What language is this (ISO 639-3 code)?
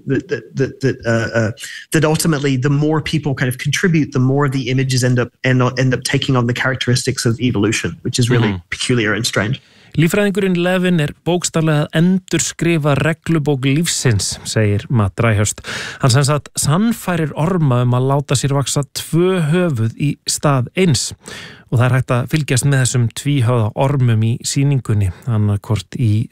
isl